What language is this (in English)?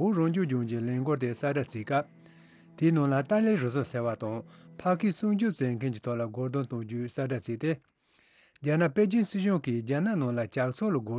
Tibetan